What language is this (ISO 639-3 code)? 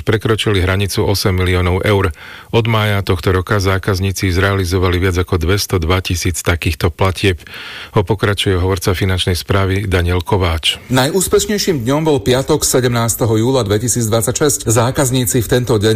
slk